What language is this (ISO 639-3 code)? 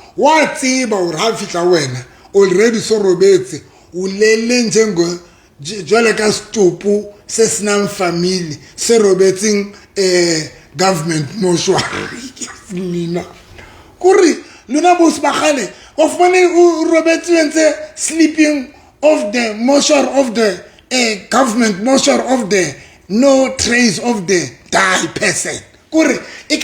sot